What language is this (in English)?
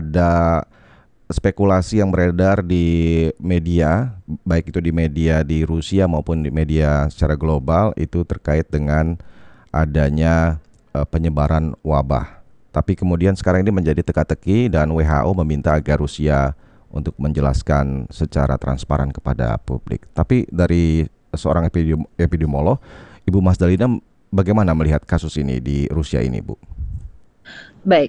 Indonesian